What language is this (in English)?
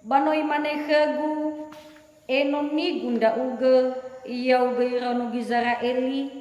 Nias